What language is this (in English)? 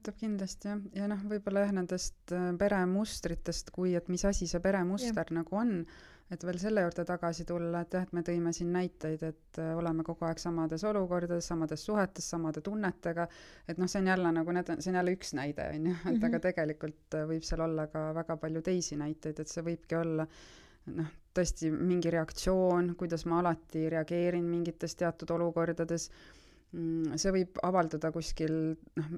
Estonian